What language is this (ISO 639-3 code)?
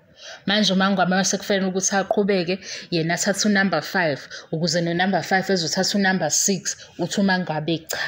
zul